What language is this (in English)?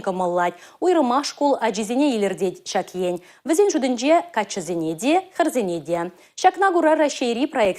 Chuvash